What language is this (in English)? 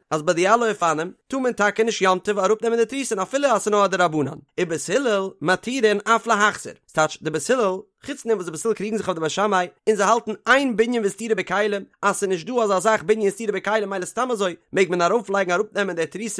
Yiddish